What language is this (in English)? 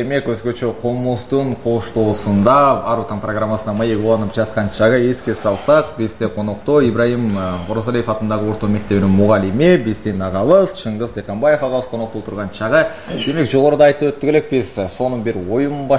Kyrgyz